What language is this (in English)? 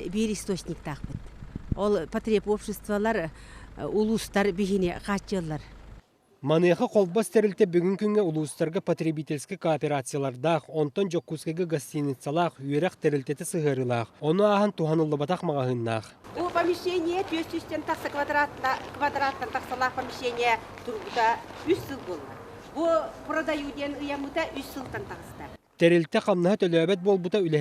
Yakut